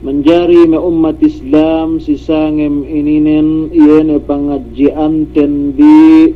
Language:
Yakan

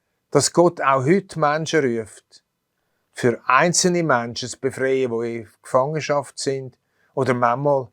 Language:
Swiss German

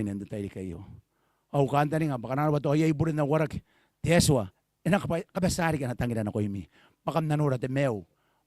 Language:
Gilbertese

